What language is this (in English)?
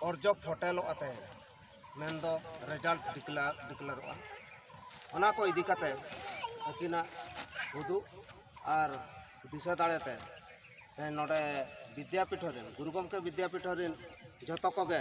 Santali